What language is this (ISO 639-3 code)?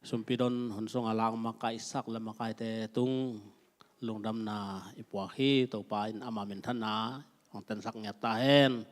ctd